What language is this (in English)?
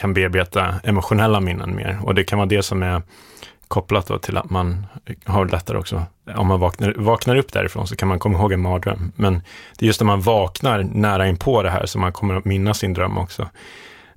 Swedish